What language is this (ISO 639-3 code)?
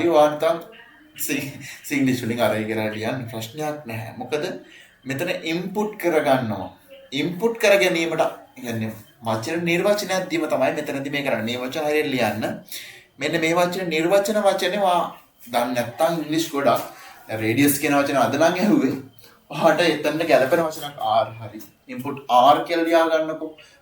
sin